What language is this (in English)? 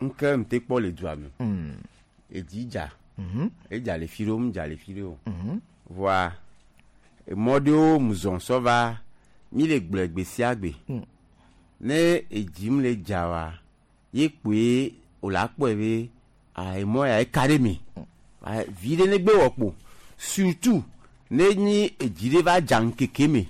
Gen